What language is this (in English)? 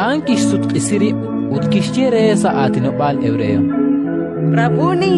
Kekchí